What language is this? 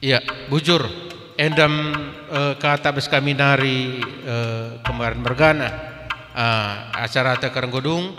Batak Karo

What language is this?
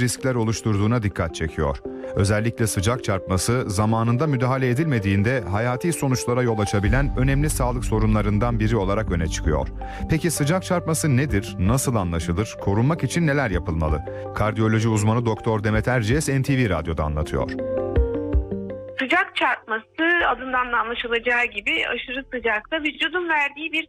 Turkish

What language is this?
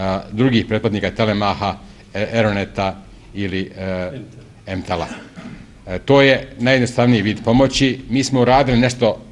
Bosnian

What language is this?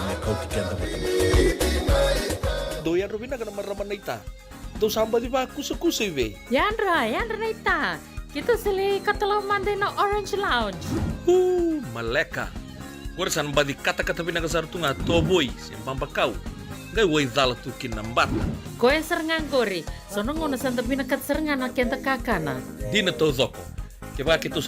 Fijian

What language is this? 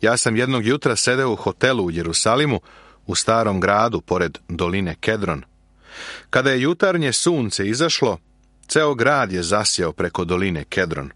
Serbian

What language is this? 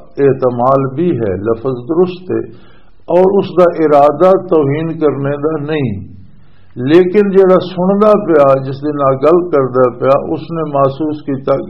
Western Panjabi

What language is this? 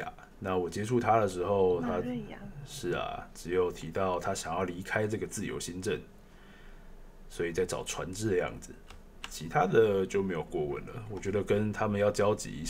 Chinese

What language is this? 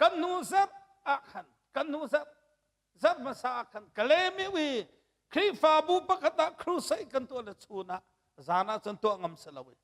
Hakha Chin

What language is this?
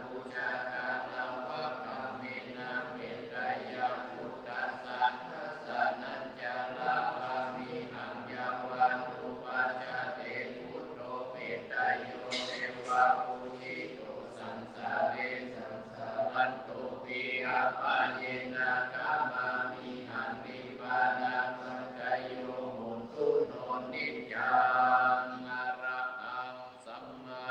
Pali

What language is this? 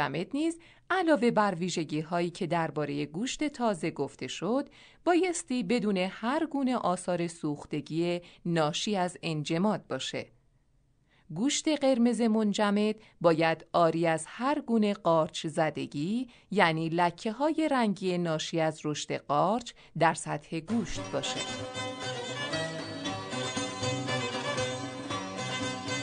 Persian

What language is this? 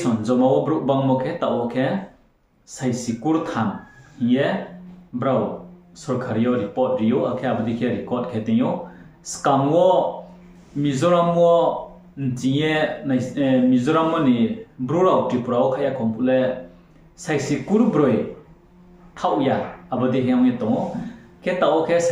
Riang (India)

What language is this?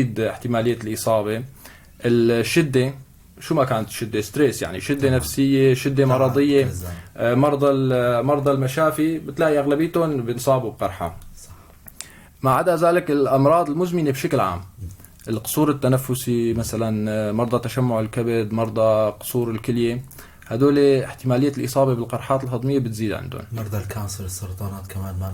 North Levantine Arabic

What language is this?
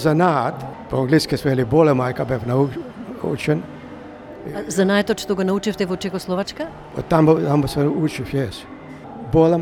Macedonian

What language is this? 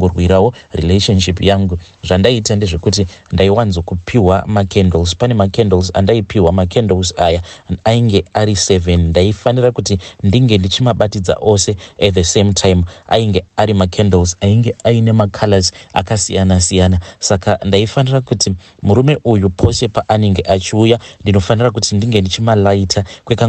Shona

